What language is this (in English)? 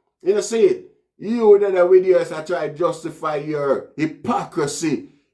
Jamaican Creole English